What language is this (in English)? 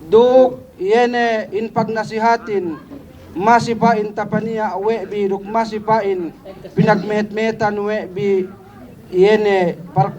Yakan